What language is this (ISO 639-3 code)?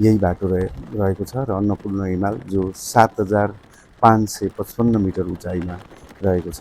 nep